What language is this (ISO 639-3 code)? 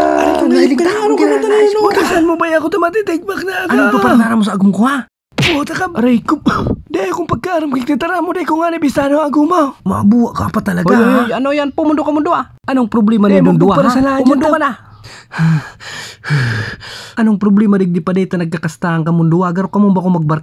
bik